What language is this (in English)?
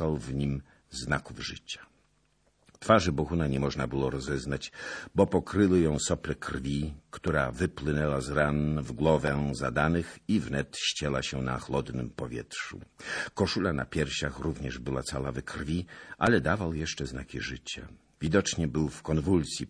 Polish